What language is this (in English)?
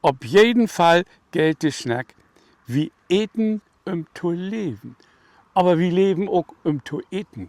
Low German